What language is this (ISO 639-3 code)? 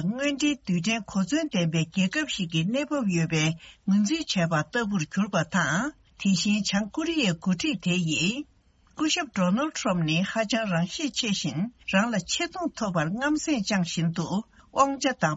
bod